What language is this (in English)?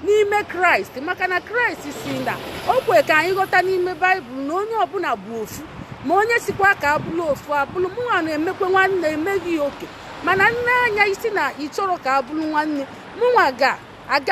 Igbo